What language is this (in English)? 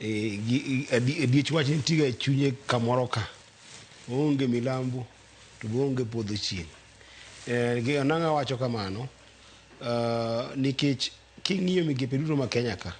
Luo (Kenya and Tanzania)